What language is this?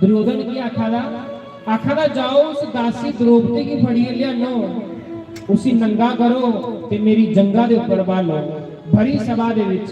Dogri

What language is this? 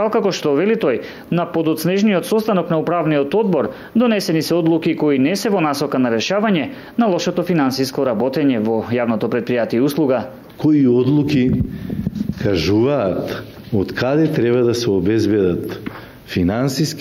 Macedonian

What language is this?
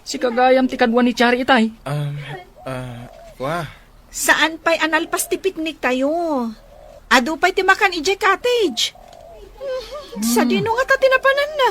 Iloko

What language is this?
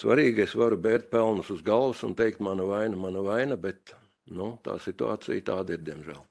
Latvian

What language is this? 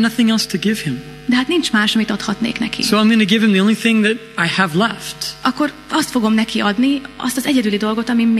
Hungarian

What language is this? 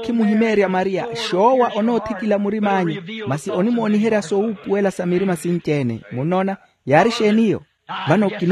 Makhuwa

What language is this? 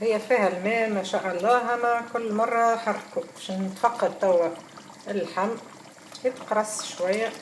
Tunisian Arabic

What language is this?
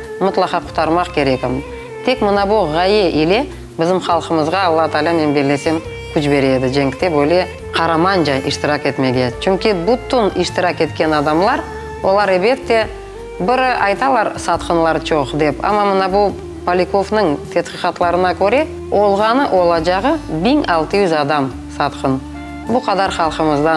Crimean Tatar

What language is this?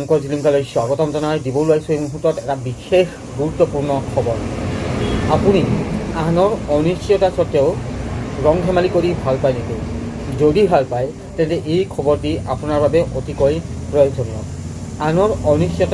Assamese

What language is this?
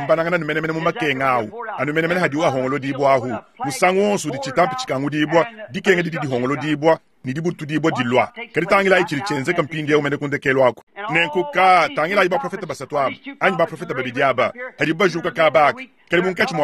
Luba-Lulua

